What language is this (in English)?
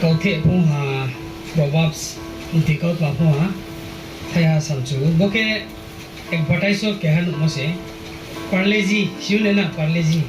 Riang (India)